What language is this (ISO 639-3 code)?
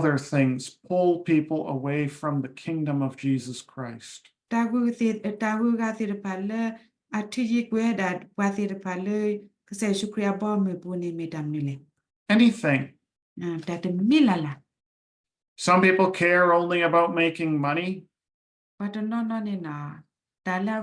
ksw